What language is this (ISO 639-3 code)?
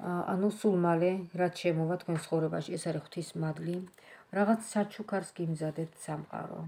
kat